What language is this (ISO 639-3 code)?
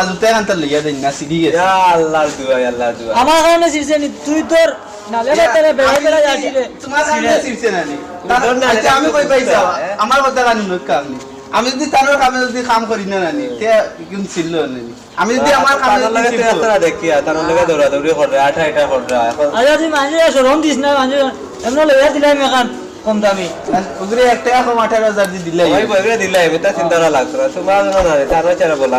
syl